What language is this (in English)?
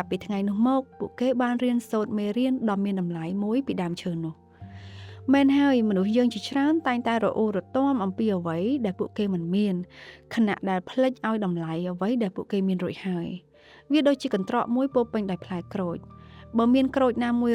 Khmer